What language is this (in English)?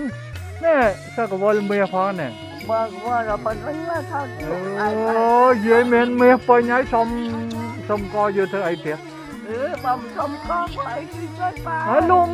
Vietnamese